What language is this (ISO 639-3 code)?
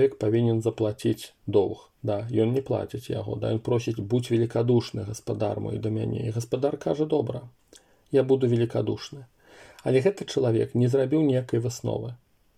bel